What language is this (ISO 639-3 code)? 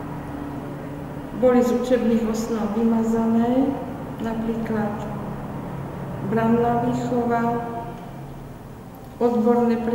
slk